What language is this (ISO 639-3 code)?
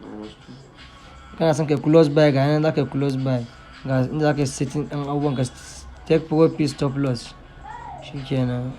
hau